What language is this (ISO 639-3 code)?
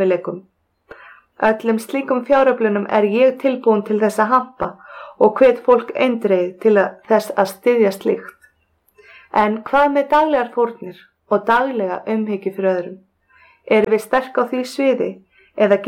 isl